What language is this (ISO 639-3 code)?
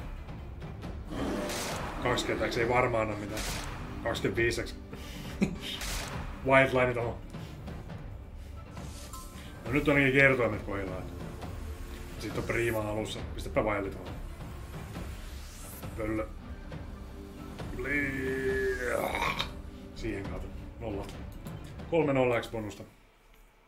fin